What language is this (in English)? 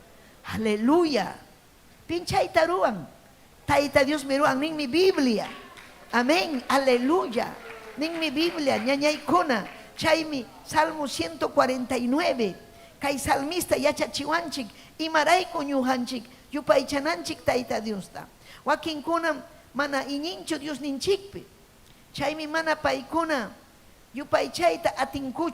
Ayacucho Quechua